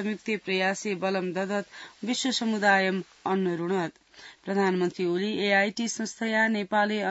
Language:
Sanskrit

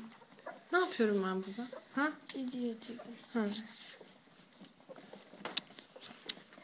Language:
Turkish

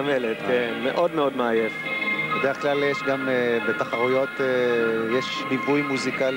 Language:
Hebrew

